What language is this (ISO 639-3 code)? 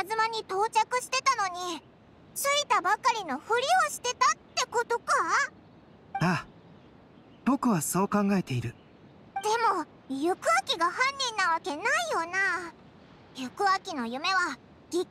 jpn